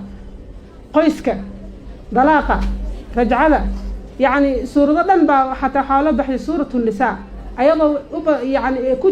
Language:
Somali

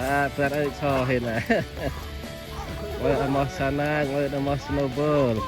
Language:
Central Mnong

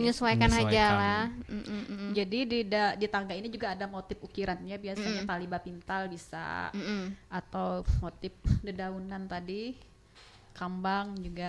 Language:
Banjar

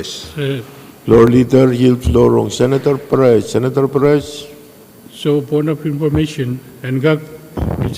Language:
Pohnpeian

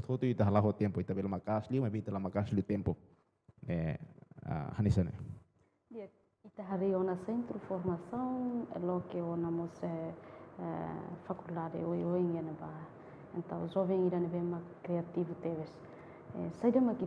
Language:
Tetum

